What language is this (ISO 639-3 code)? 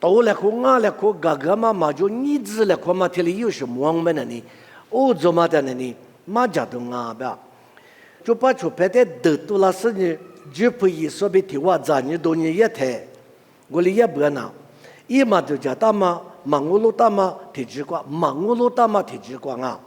lis